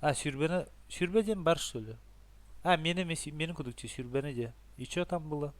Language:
Yakut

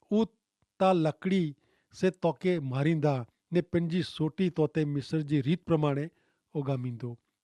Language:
Kachhi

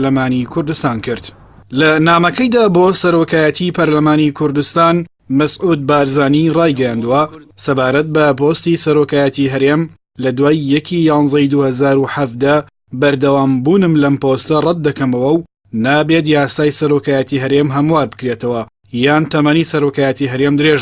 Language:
Central Kurdish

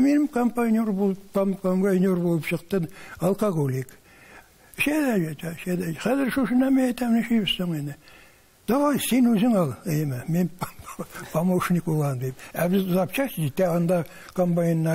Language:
Tatar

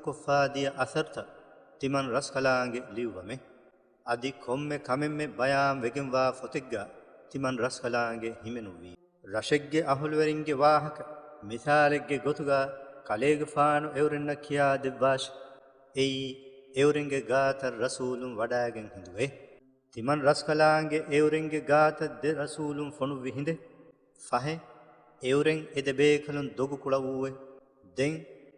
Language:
Divehi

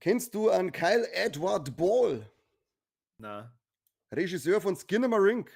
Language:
Bavarian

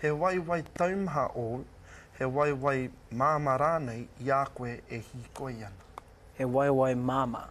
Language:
Māori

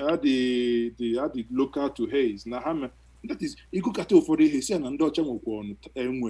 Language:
Igbo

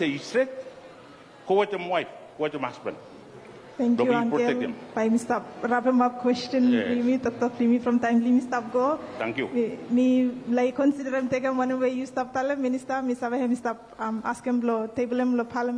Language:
Bislama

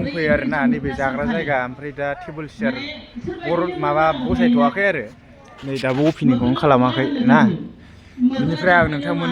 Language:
Bodo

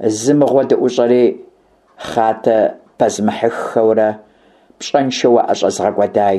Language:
Kabardian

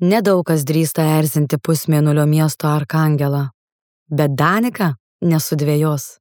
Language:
Lithuanian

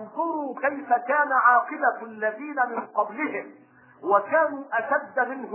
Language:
Arabic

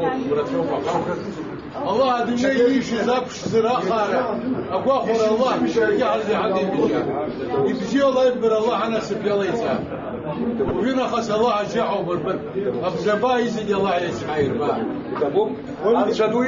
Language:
Abkhazian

